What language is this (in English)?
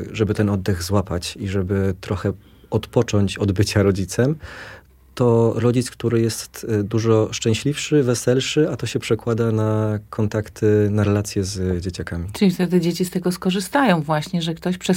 Polish